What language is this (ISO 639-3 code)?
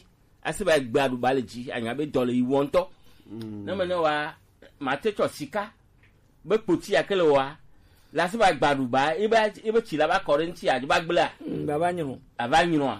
gej